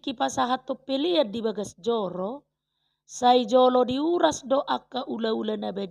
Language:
Batak Toba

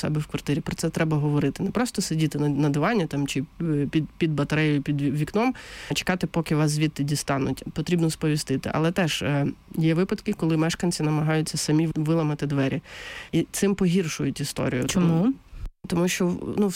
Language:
Ukrainian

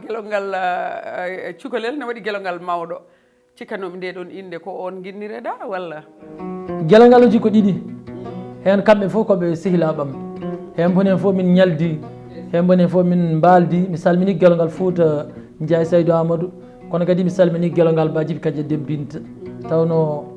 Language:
Fula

